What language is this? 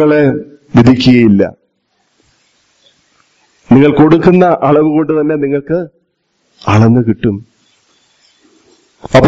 Malayalam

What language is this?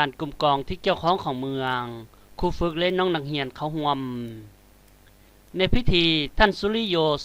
Lao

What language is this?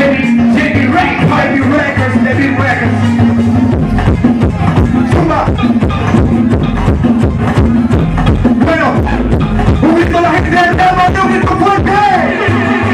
Spanish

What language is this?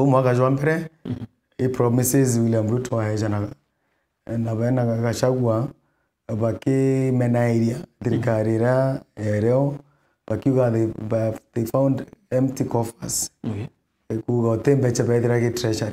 Meru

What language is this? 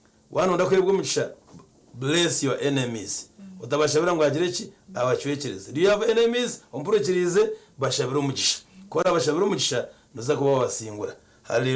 Nyankole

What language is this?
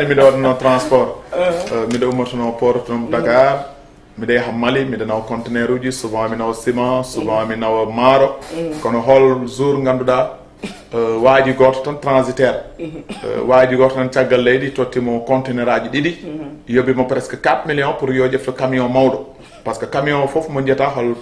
Fula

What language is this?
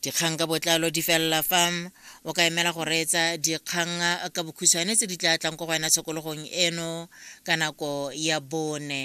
Tswana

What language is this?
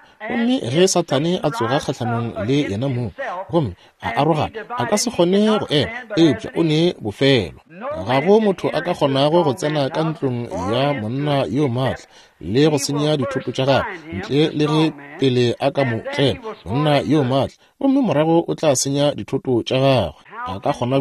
Northern Sotho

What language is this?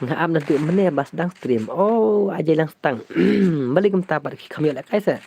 Khasi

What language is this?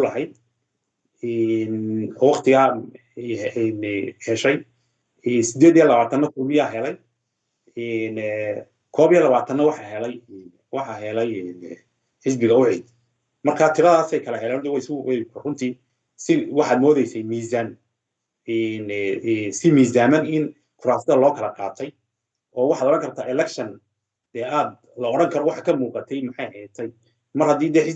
Somali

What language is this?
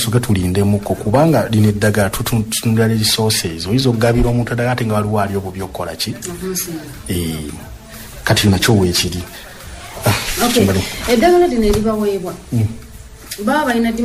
Ganda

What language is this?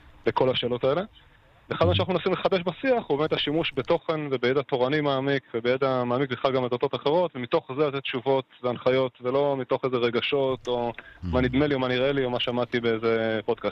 Hebrew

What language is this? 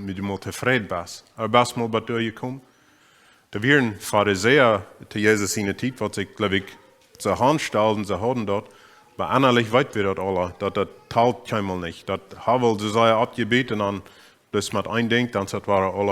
Plautdietsch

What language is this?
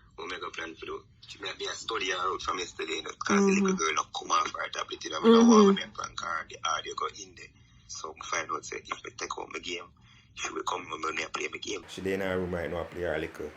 Jamaican Creole English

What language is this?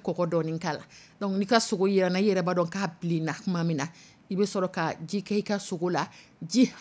Dyula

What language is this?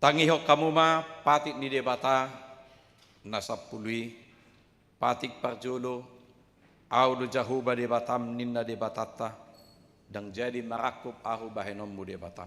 Batak Toba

